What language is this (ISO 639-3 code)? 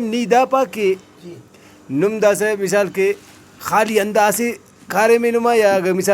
brh